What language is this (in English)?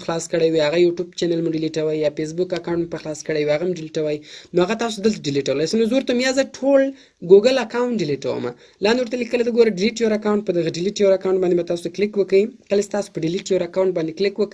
Pashto